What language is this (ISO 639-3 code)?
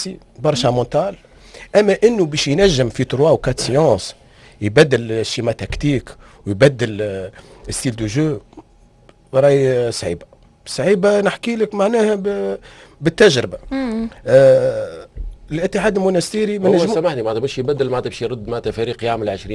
aeb